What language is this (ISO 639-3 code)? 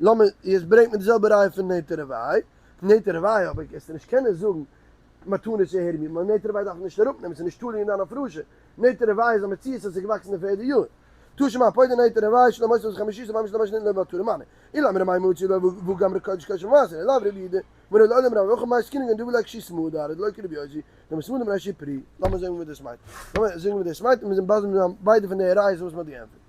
yid